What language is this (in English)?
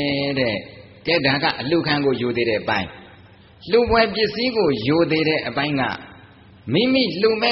Burmese